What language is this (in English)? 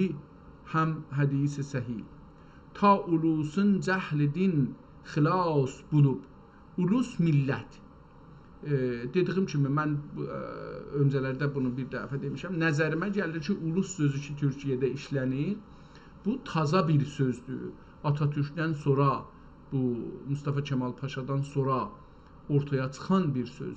South Azerbaijani